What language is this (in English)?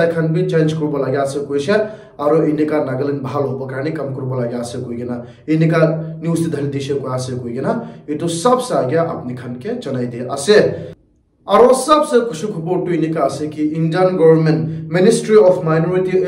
Naga Pidgin